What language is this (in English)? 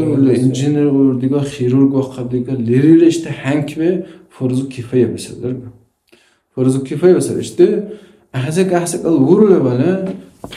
Dargwa